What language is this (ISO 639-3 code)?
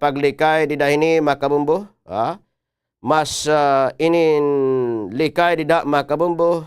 war